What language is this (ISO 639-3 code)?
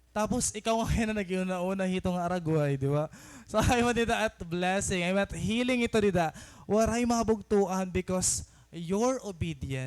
war